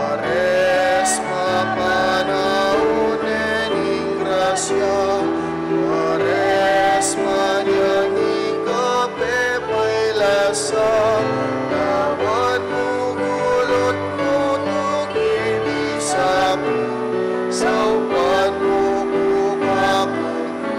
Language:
Pampanga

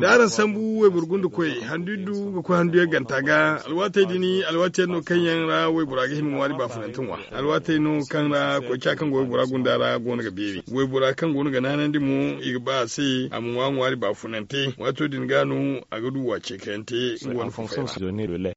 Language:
Zarma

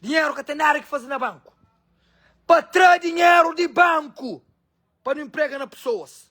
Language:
Kabuverdianu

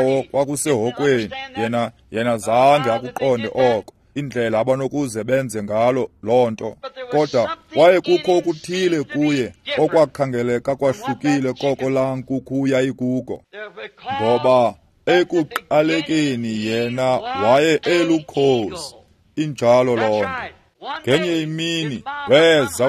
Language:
Xhosa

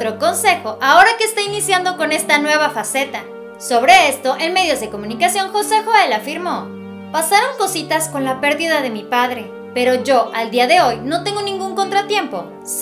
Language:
Spanish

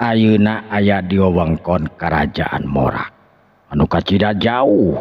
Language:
Sundanese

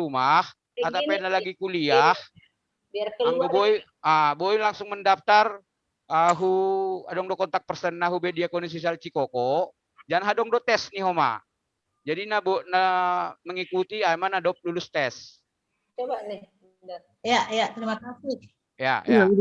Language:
Batak Simalungun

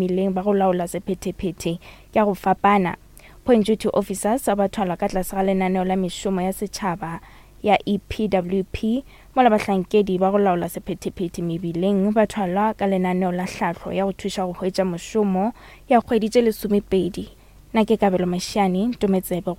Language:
Northern Sotho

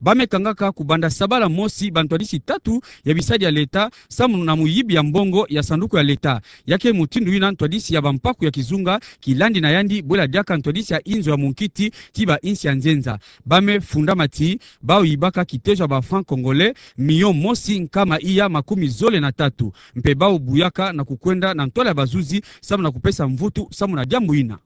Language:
Kituba (Democratic Republic of Congo)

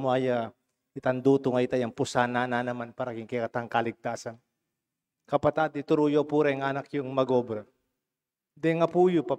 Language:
Pampanga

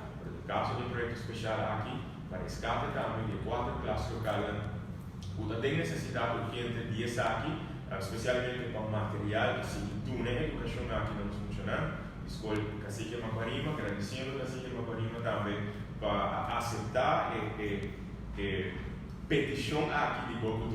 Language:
Papiamento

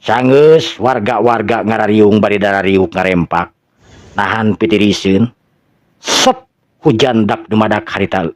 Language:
Sundanese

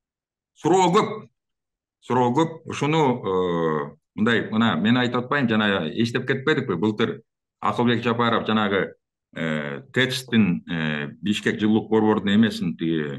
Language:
Kyrgyz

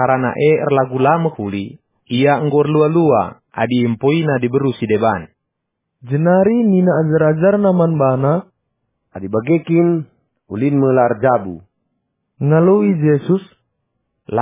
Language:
Batak Karo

